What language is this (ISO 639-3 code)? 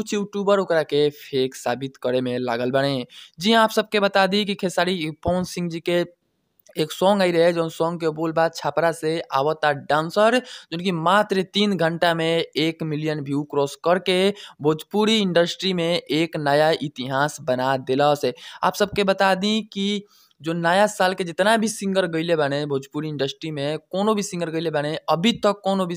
bho